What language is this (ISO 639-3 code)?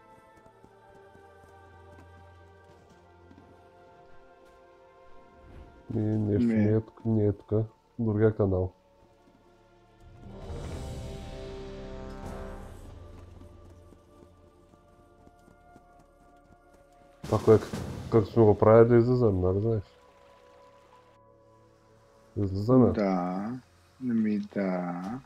bul